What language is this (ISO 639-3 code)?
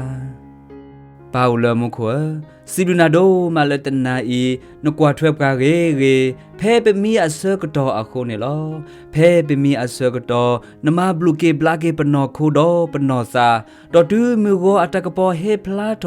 ksw